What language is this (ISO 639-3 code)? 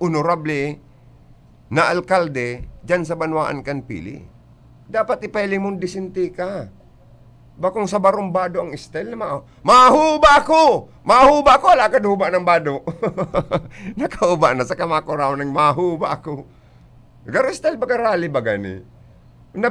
bik